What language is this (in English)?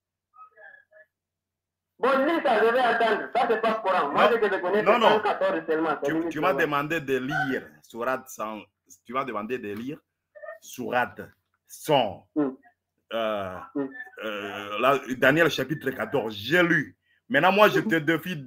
French